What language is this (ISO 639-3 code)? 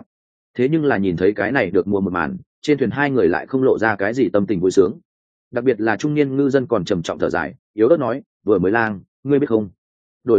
vie